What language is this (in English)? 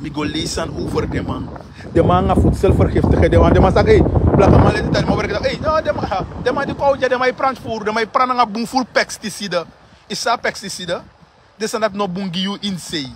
Sranan Tongo